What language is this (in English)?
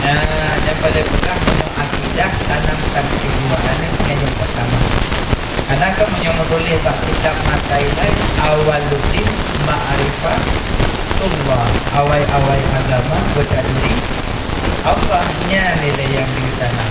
Achinese